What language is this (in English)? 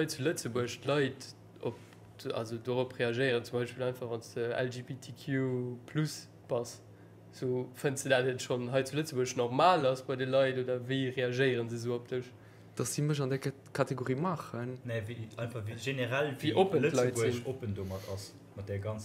Luxembourgish